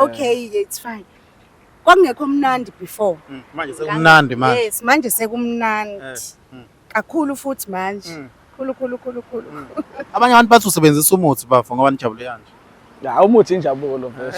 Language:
Zulu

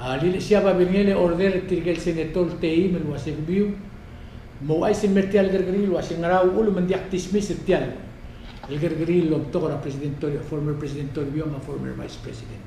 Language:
Palauan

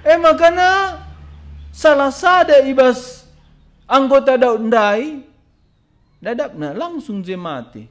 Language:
Batak Karo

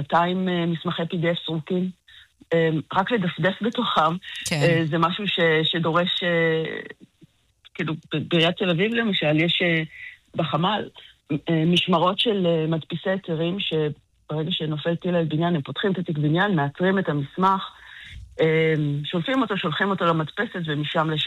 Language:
Hebrew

